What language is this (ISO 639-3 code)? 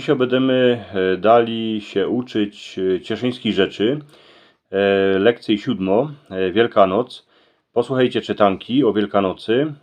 szl